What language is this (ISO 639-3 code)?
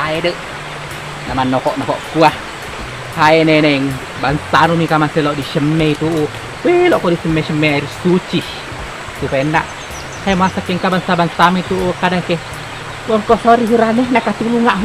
bug